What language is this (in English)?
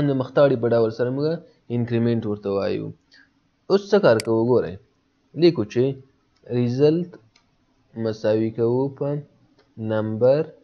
Pashto